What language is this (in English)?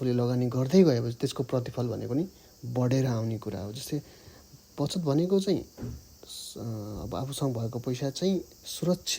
Nepali